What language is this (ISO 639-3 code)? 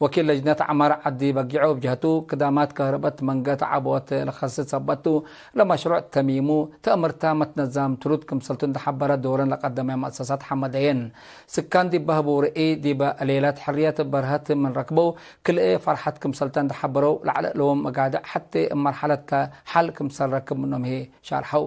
tig